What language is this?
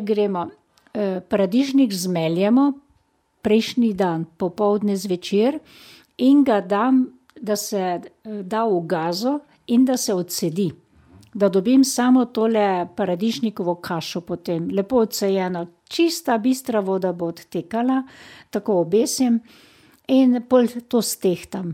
Slovenian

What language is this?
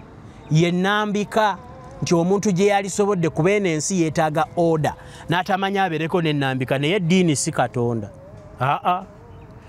Ganda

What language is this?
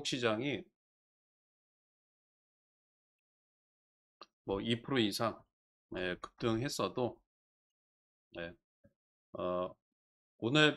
Korean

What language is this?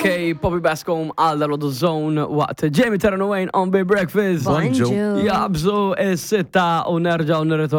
Maltese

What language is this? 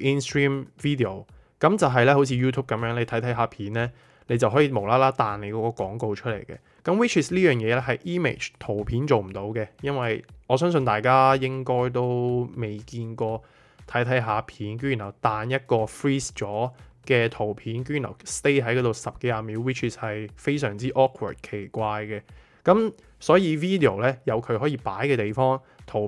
Cantonese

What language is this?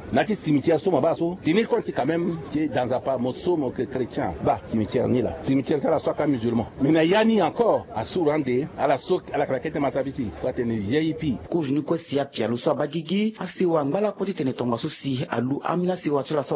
Sango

